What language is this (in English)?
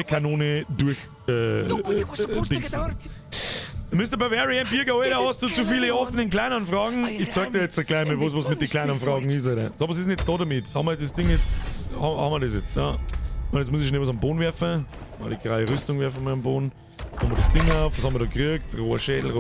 Bavarian